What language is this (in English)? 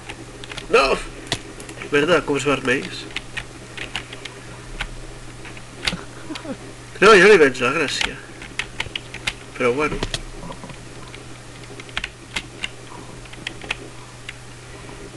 Catalan